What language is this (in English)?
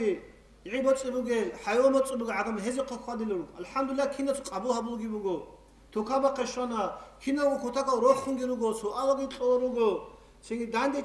Avaric